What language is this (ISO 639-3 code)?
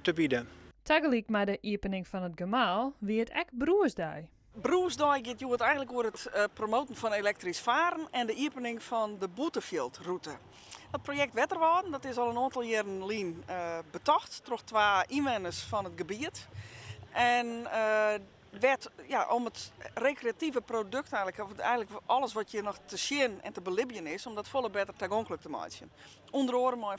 fry